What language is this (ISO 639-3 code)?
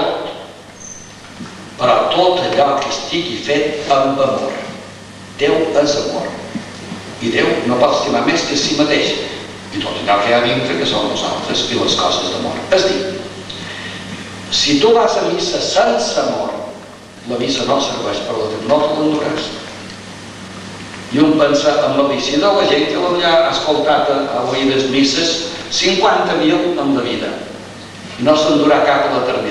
cat